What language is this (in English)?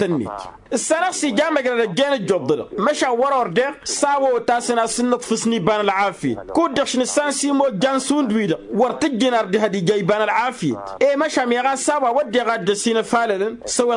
Tamasheq